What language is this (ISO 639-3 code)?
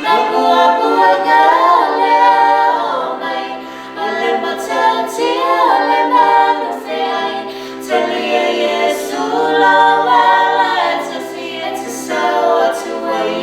smo